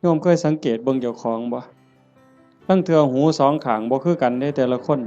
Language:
Northeastern Thai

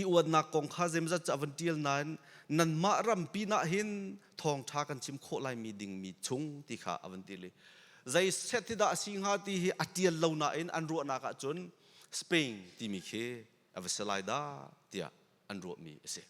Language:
Hakha Chin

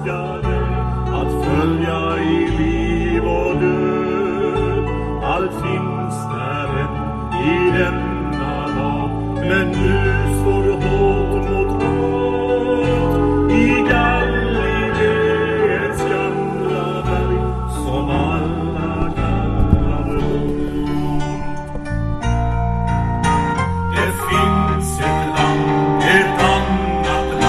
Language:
Swedish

